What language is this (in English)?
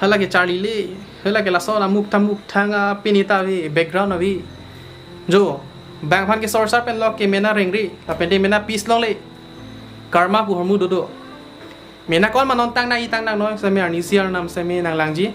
Karbi